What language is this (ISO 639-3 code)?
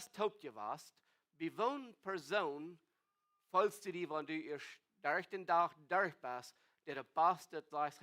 pdt